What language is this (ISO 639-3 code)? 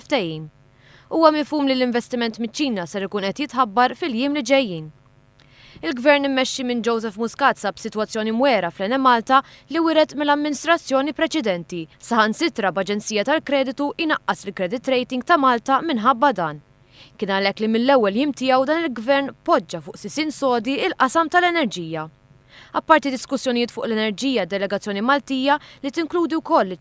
mlt